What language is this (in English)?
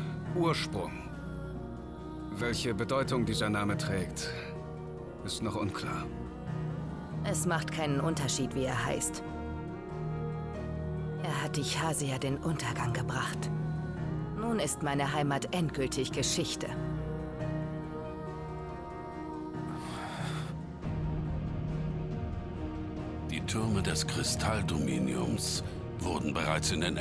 German